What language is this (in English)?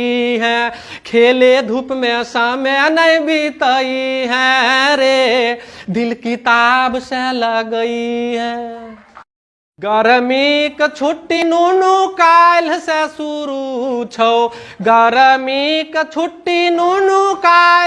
Maithili